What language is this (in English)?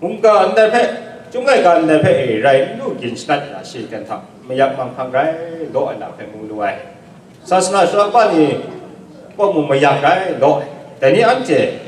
Kachin